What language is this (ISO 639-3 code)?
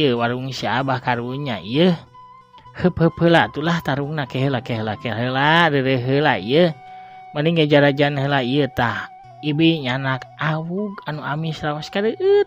sun